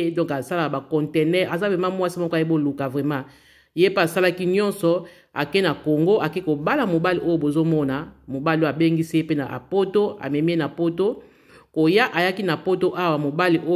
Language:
Lingala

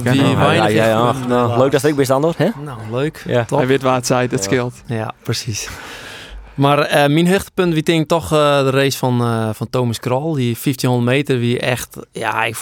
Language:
Western Frisian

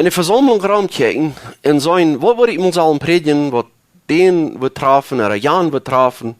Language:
Plautdietsch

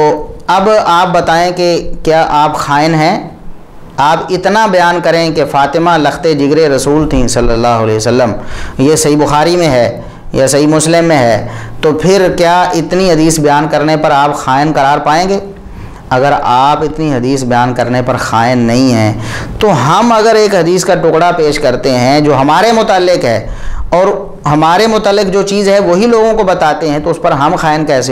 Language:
Urdu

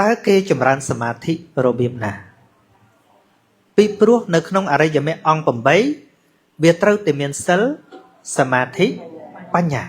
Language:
Khmer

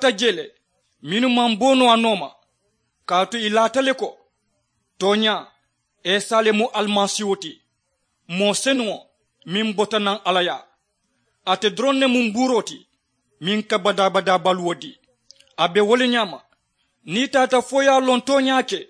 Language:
Mandingo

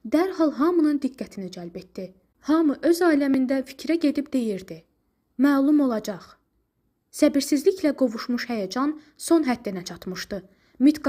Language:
Azerbaijani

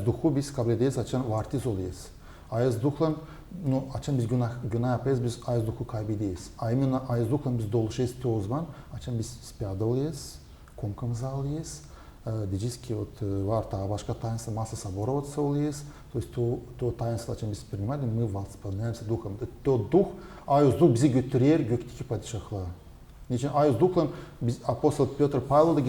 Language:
Gagauz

